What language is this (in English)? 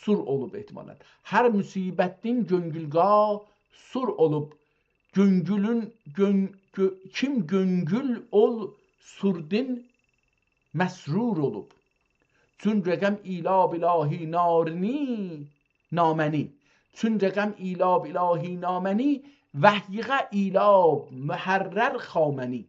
South Azerbaijani